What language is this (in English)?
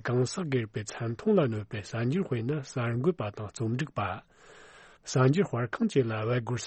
Tibetan